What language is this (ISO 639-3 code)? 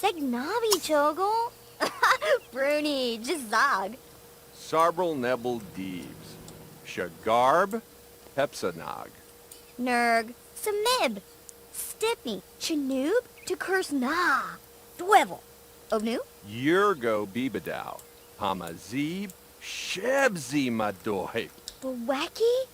bar